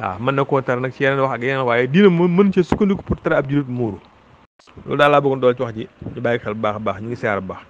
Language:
Wolof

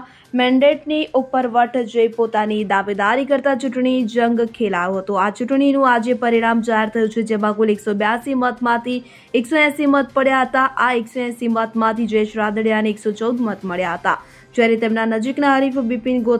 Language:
Gujarati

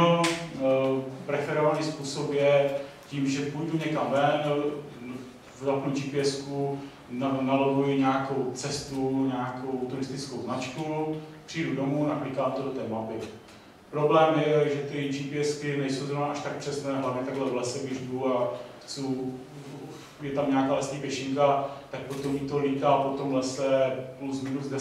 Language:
Czech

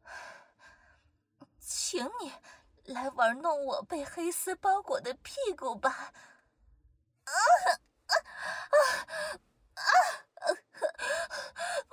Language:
Chinese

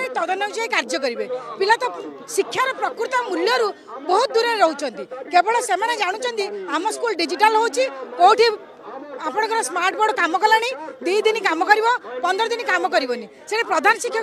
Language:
Odia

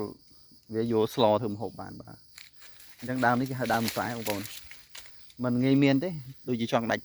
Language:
Khmer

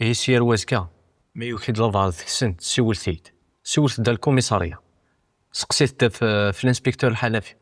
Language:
Kabyle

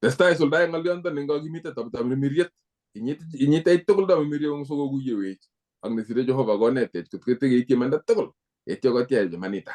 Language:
Kalenjin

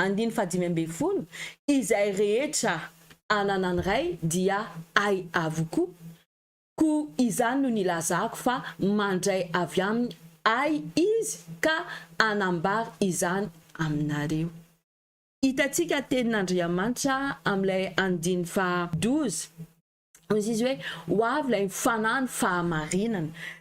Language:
Malagasy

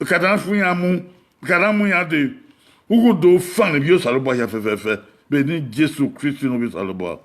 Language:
Bini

